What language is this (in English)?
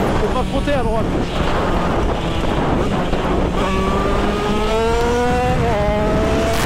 French